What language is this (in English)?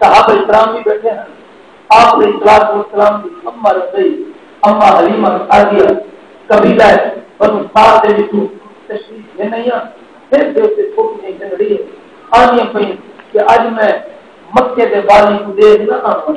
Saraiki